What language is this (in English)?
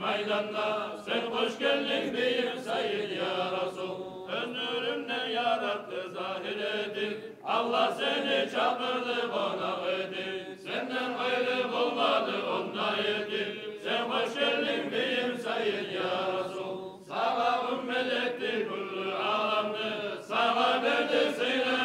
Kumyk